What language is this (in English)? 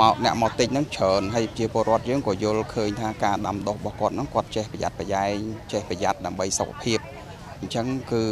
Khmer